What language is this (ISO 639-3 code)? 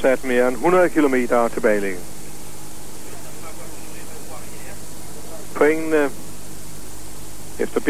dan